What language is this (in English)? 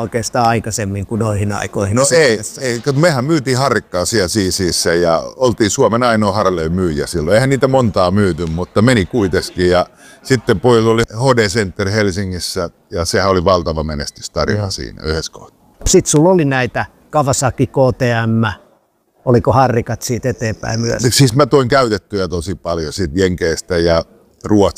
Finnish